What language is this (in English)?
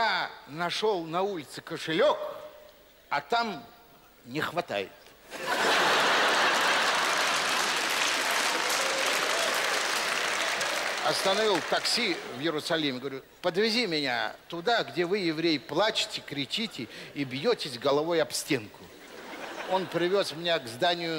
Russian